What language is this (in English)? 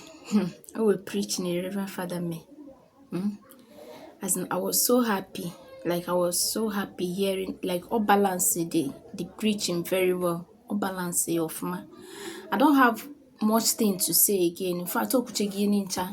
Igbo